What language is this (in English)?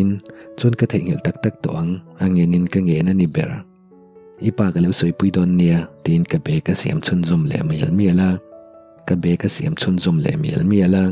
Mizo